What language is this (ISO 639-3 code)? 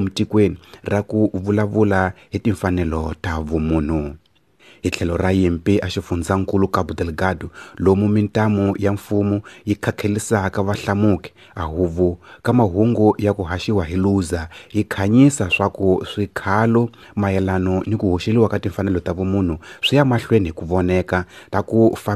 tso